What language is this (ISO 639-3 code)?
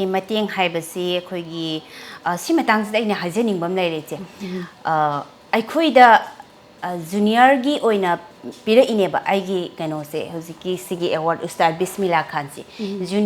mni